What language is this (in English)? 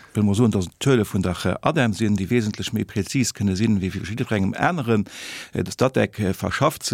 Luxembourgish